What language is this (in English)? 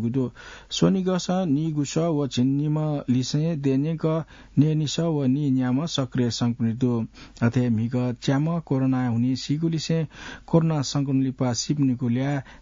Newari